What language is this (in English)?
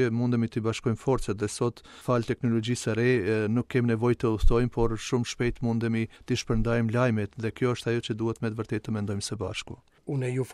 Albanian